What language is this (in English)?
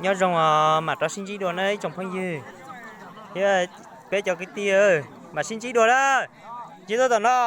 Hmong